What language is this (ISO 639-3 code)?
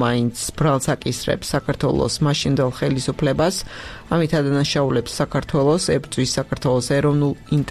kat